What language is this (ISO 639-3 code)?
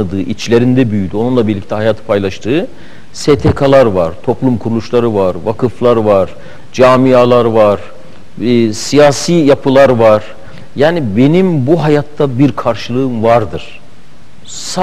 tur